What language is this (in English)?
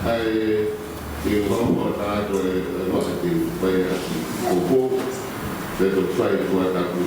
Tongan